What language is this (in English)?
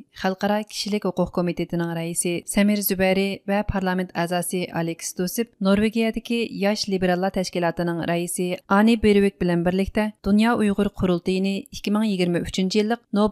Uyghur